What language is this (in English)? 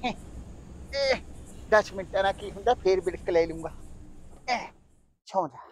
Punjabi